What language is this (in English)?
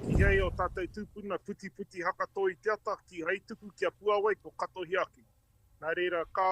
Māori